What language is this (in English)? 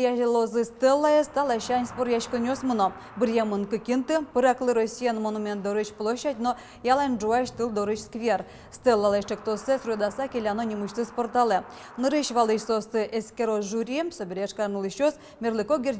Udmurt